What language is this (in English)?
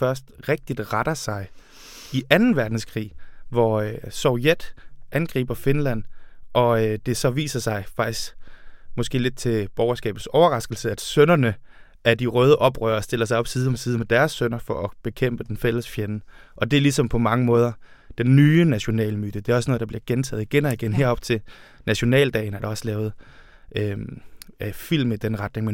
Danish